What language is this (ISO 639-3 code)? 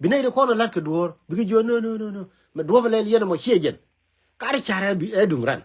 nus